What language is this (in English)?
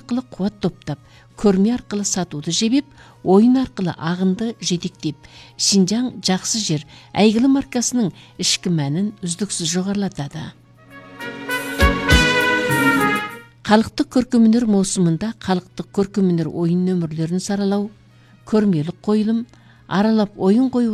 Kazakh